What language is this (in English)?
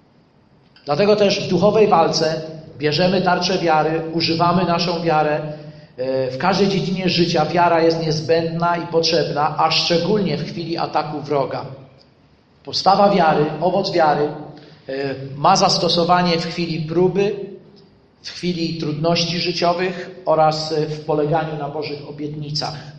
Polish